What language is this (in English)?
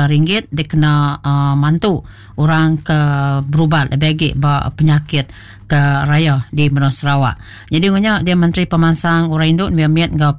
Iban